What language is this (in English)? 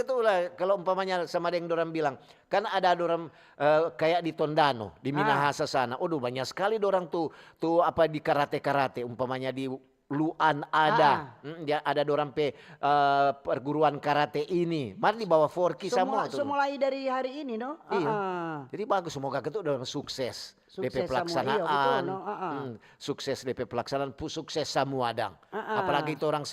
Manado Malay